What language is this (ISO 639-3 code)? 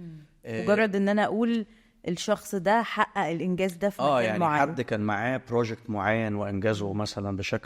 arz